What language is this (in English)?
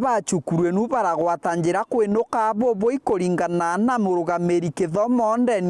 Meru